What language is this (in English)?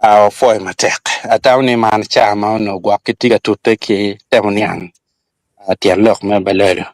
Acoli